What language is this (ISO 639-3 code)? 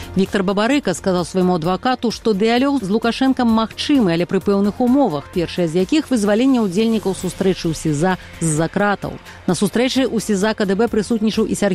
bel